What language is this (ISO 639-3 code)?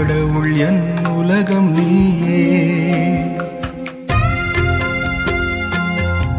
tam